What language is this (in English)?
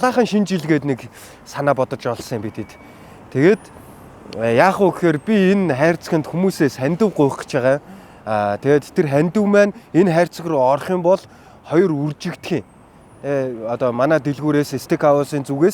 Mongolian